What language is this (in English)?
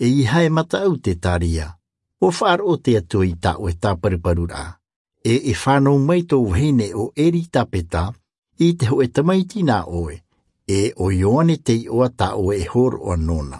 Tahitian